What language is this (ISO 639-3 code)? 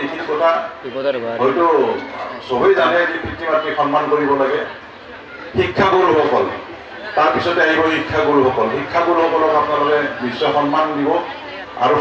asm